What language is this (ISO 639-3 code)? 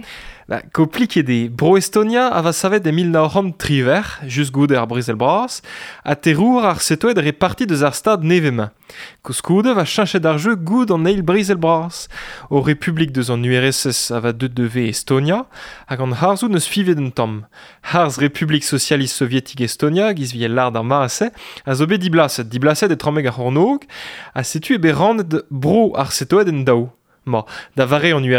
bre